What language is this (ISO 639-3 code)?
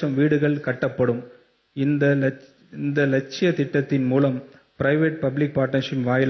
tam